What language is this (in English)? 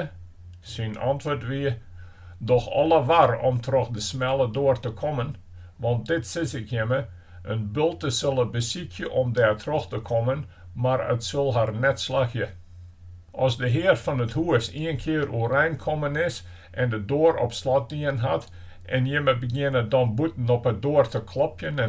Western Frisian